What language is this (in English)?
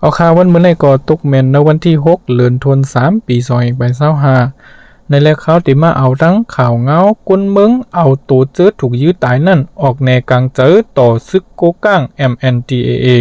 Shan